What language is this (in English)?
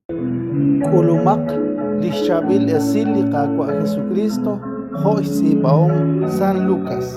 Kekchí